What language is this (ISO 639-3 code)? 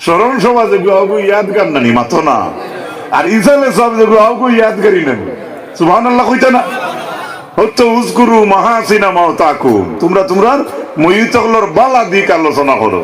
syl